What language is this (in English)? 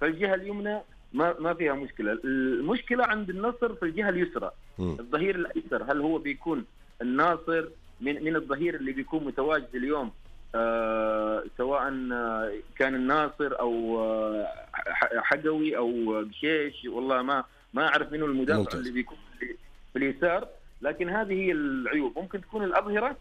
Najdi Arabic